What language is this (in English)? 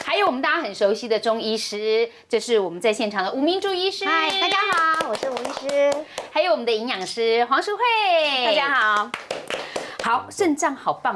Chinese